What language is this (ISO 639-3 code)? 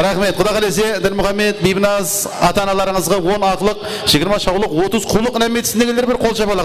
kaa